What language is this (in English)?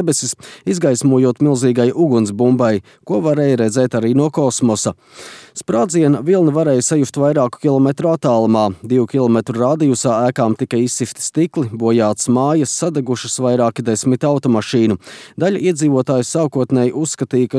Latvian